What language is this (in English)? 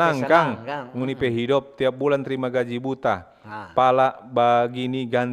Manado Malay